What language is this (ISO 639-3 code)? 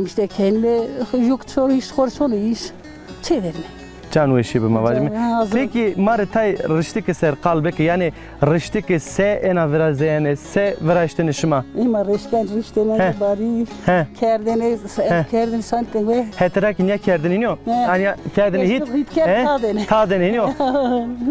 zza